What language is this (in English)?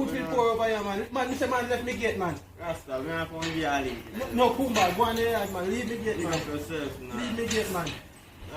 Jamaican Creole English